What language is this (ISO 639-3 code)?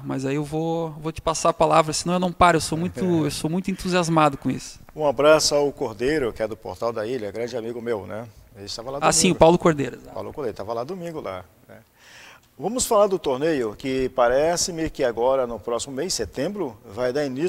por